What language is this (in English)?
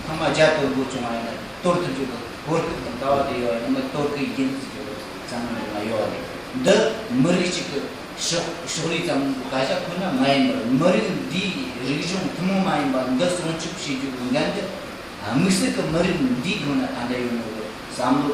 Tibetan